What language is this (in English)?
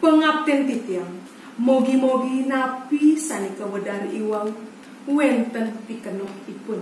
Balinese